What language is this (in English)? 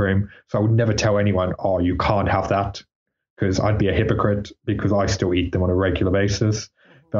English